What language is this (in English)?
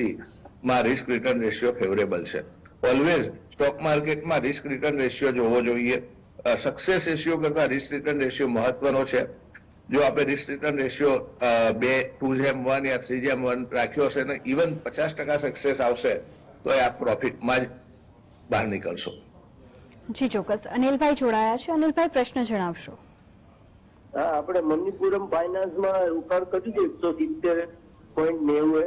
Gujarati